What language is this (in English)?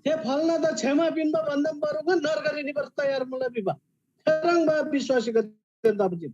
Eastern Tamang